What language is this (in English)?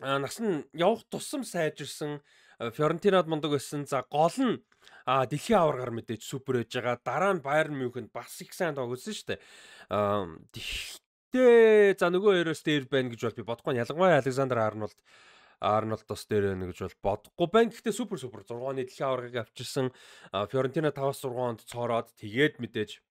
Mongolian